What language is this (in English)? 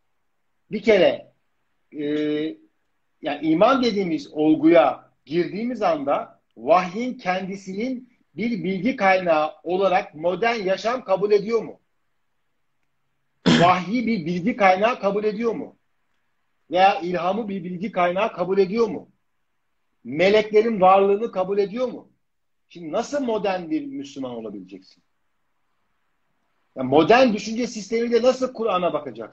Turkish